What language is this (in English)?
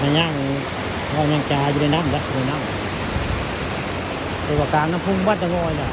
Northeastern Thai